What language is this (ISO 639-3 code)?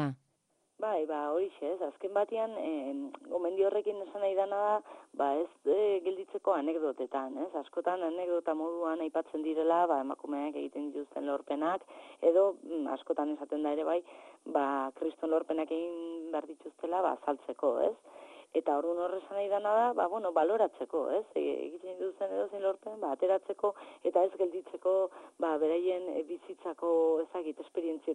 eus